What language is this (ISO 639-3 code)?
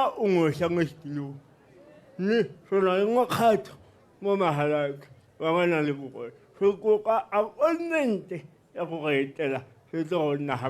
tsn